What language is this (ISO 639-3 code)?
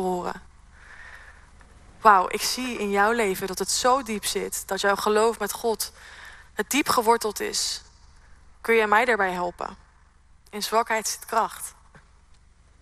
nld